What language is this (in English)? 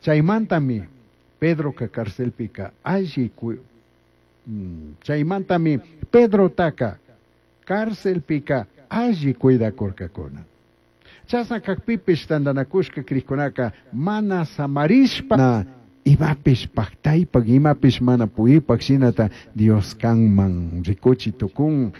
Chimborazo Highland Quichua